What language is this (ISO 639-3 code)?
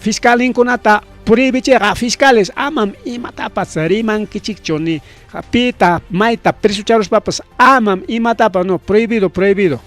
quy